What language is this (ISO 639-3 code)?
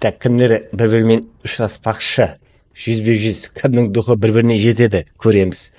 kaa